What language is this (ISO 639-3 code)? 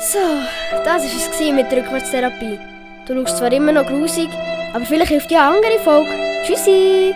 gsw